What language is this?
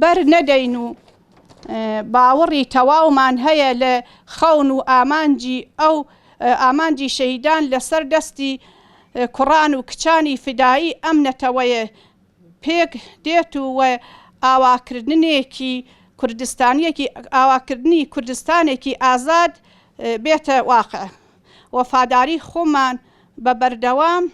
Central Kurdish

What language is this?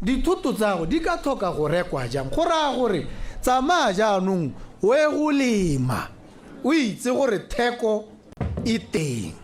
Tswana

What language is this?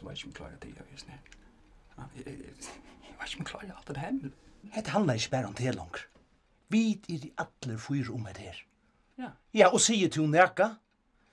Faroese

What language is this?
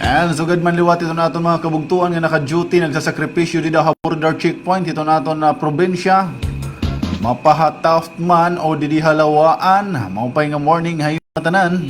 Waray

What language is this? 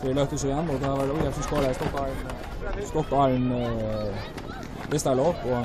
Faroese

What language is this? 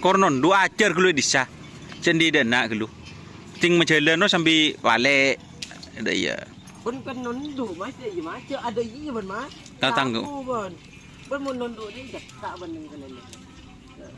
Madurese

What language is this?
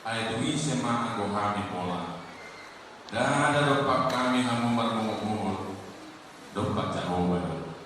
Batak Toba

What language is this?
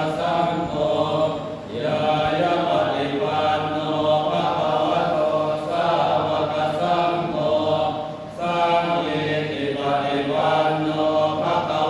Pali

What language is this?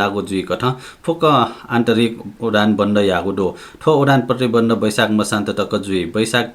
Newari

